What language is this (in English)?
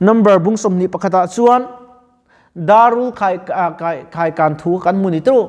Mizo